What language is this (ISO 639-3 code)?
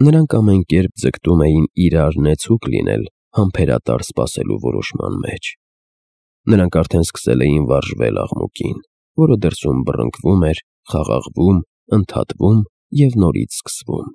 hye